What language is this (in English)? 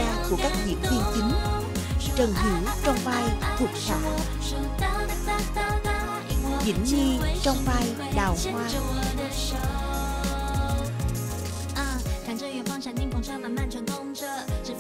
Vietnamese